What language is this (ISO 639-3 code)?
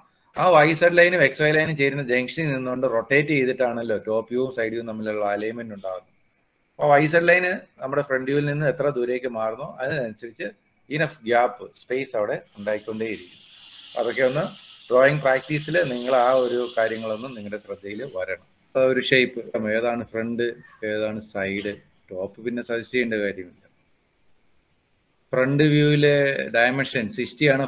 mal